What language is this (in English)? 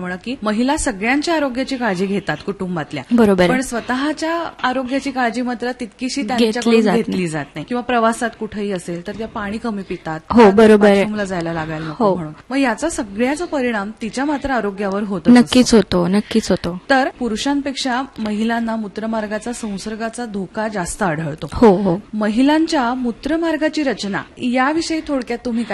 Marathi